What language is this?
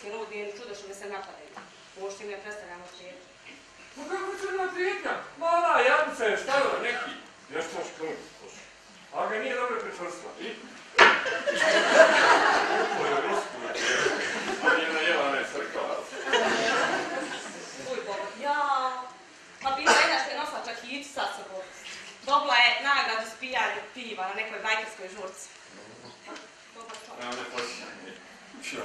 Bosnian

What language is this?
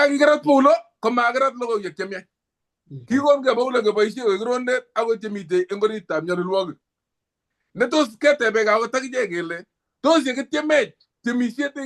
Kalenjin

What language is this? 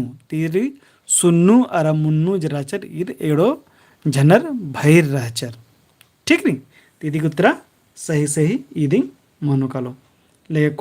Kurukh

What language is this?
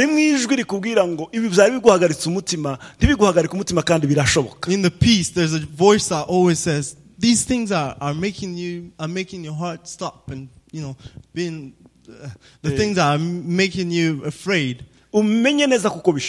Rundi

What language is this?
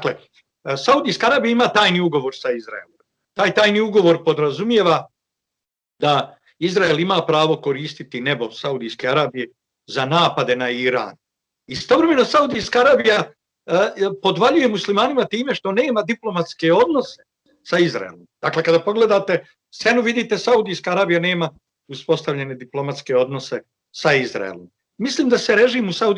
Bosnian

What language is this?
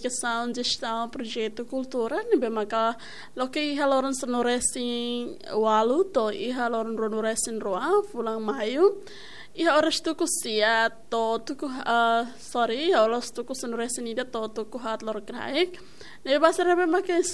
Tetum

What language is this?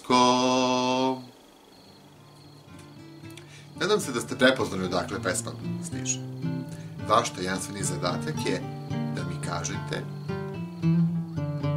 Serbian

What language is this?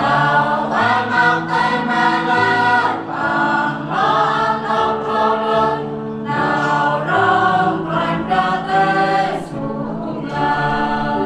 Central Mnong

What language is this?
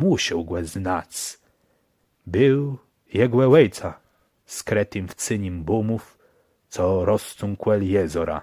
Kashubian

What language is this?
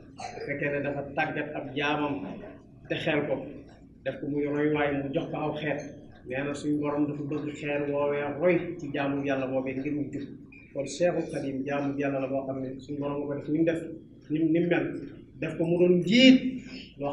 Wolof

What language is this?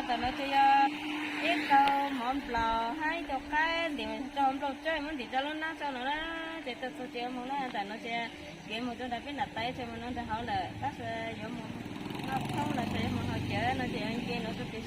Hmong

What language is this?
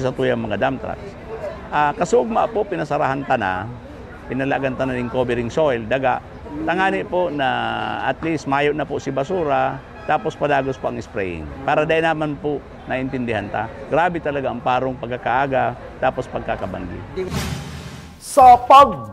Bikol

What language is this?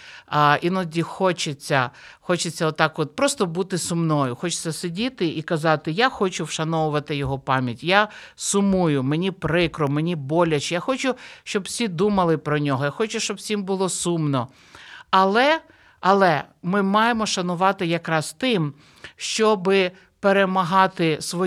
Ukrainian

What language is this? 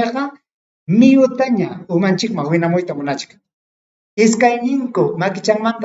Ayacucho Quechua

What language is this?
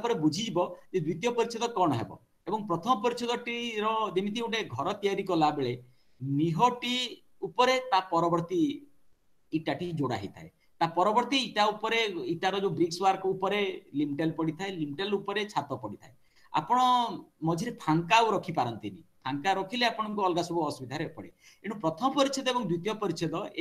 Odia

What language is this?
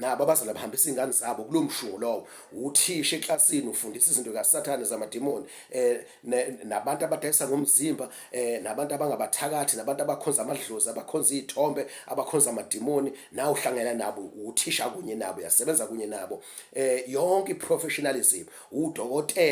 Zulu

